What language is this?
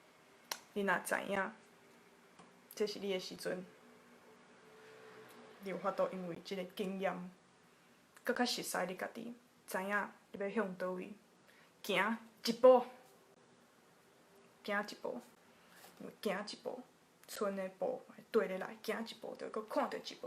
Min Nan Chinese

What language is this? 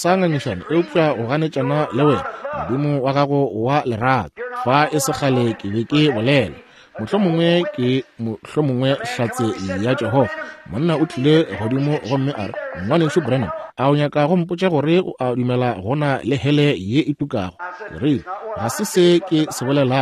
Northern Sotho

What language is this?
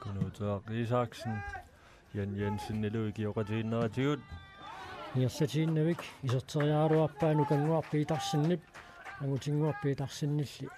Kalaallisut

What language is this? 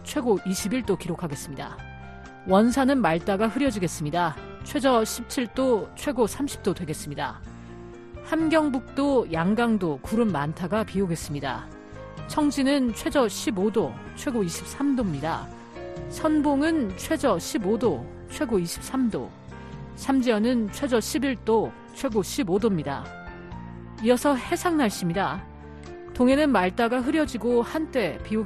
Korean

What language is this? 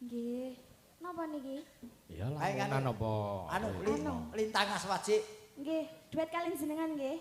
Javanese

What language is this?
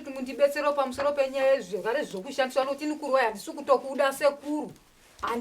Shona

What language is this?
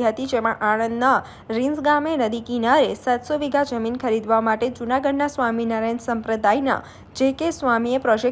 Gujarati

